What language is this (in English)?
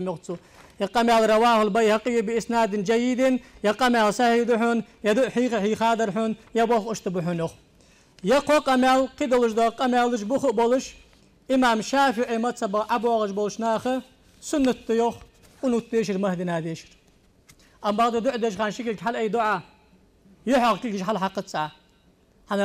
Ingush